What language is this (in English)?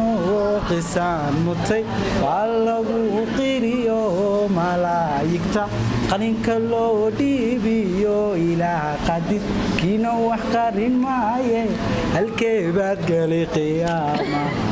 Somali